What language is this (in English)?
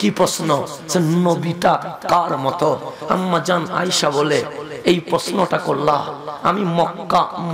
Bangla